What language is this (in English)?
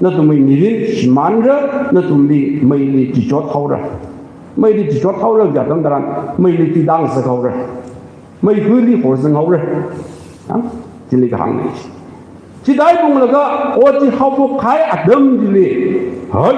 Tangkhul Naga (India)